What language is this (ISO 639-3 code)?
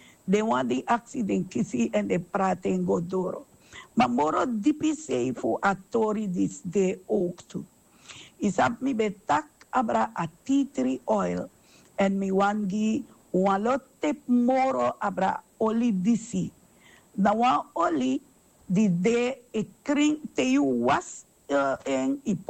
srn